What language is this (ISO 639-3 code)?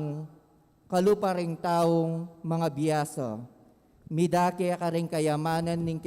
pam